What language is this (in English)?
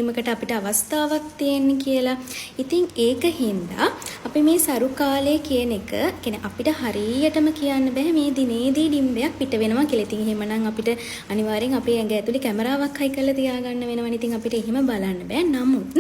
Sinhala